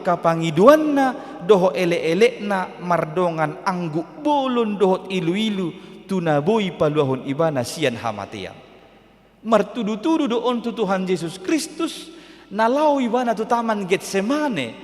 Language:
Batak Toba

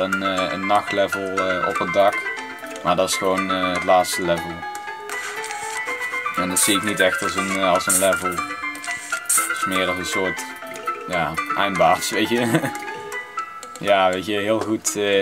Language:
Dutch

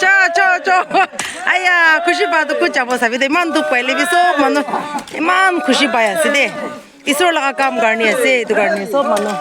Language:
Naga Pidgin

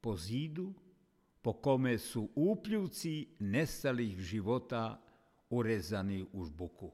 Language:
Serbian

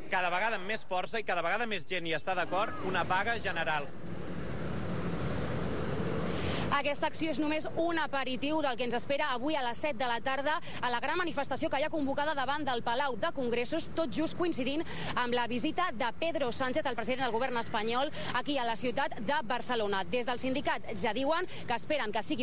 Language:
Catalan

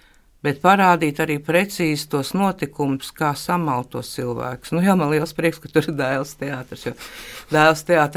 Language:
Latvian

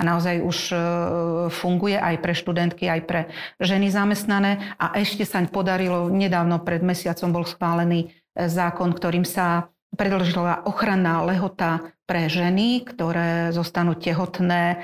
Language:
Slovak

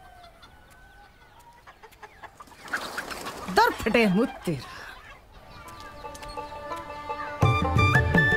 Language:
Punjabi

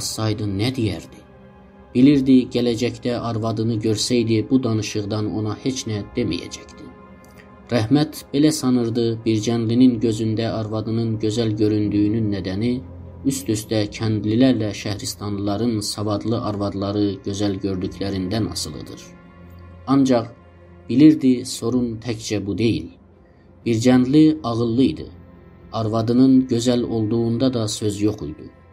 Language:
South Azerbaijani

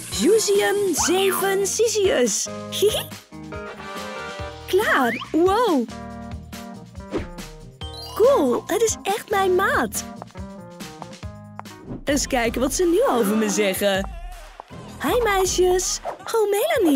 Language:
Dutch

